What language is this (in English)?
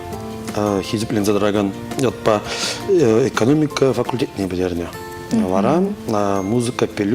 Chuvash